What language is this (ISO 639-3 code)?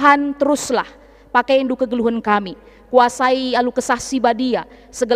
btx